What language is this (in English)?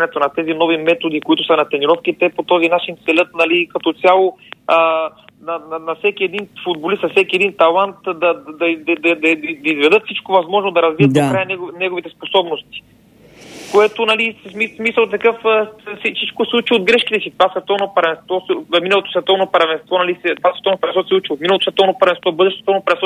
Bulgarian